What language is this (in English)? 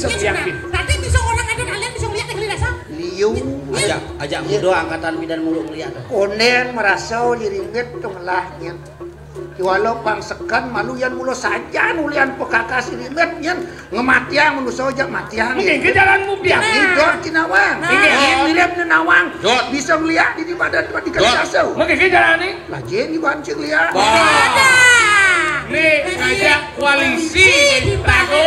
Balinese